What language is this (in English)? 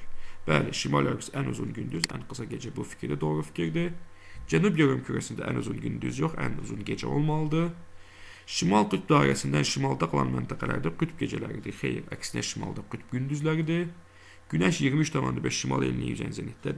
Azerbaijani